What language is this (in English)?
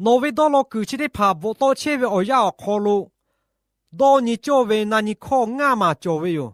Lahu